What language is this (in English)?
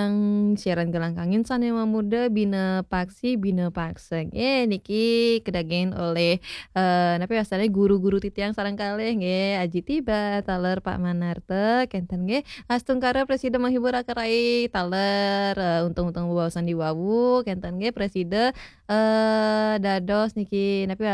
Balinese